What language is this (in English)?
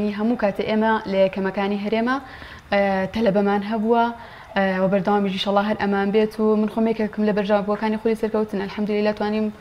Central Kurdish